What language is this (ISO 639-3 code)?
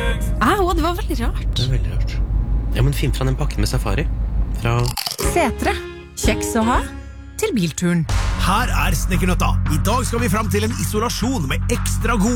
nor